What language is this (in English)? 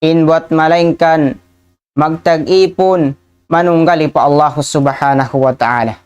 Tausug